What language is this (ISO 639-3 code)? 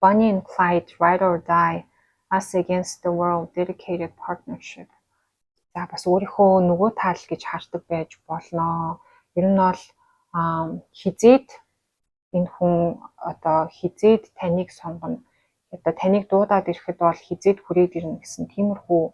mon